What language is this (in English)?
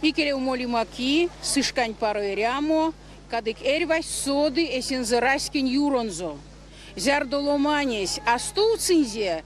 Erzya